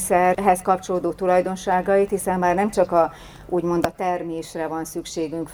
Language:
Hungarian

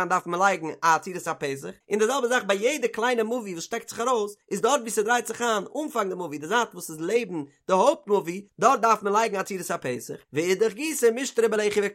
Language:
Yiddish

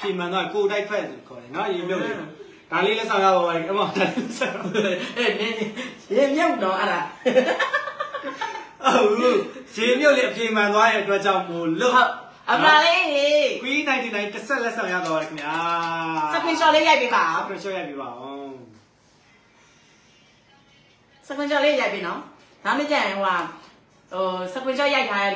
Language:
Burmese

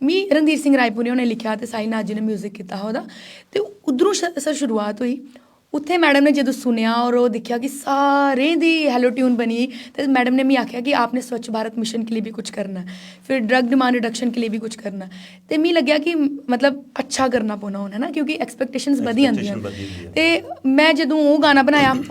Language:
Dogri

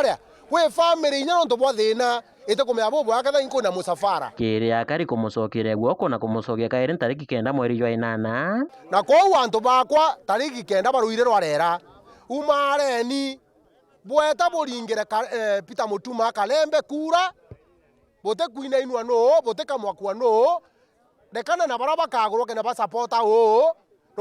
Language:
Meru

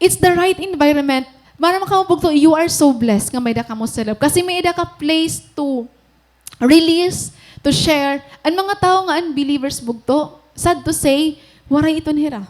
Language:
Waray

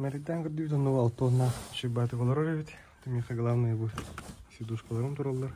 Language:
Yakut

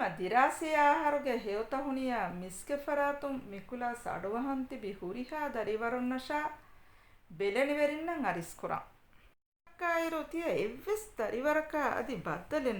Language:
Divehi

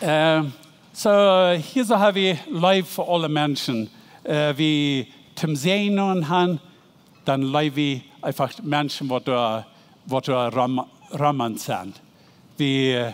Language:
Plautdietsch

